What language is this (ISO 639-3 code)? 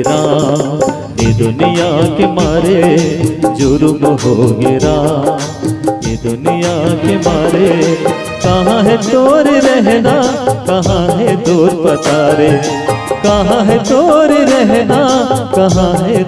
hne